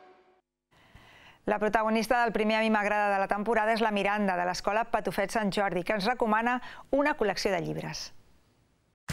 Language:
Catalan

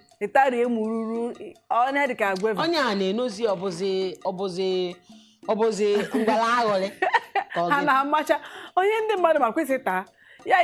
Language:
Igbo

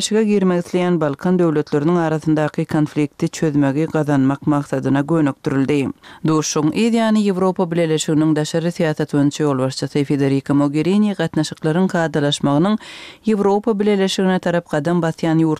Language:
Turkmen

